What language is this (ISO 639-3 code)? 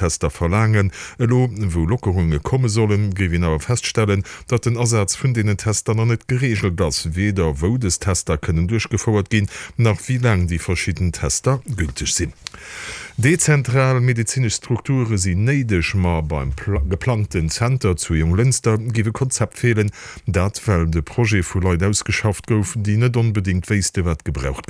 ltz